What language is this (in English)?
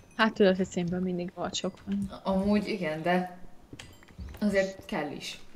Hungarian